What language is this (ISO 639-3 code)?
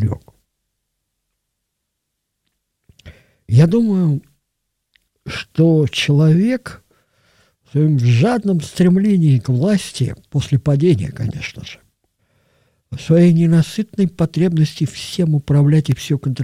rus